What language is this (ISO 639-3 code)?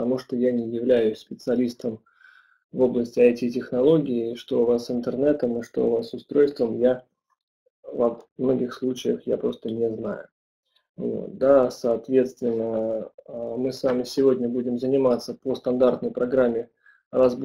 rus